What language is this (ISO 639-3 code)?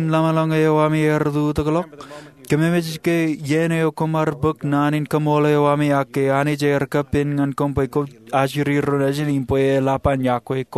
mah